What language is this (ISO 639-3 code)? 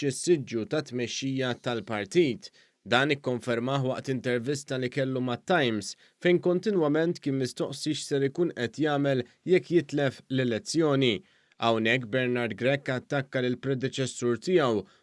mlt